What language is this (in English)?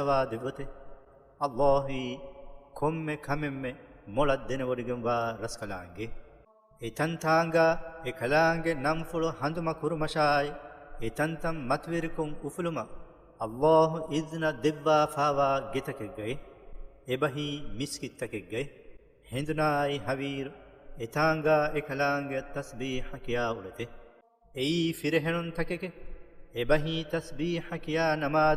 Divehi